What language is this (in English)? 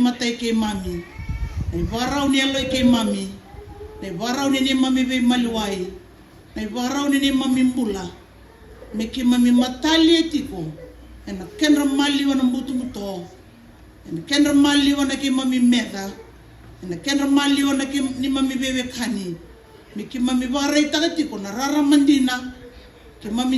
Fijian